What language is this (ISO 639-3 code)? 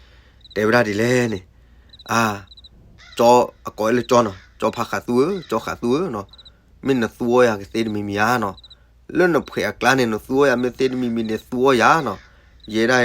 ksw